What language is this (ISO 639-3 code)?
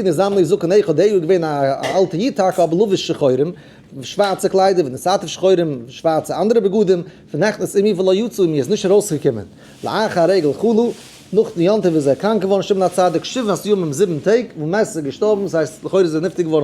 yid